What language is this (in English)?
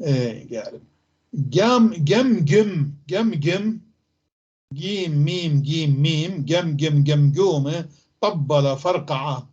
North Levantine Arabic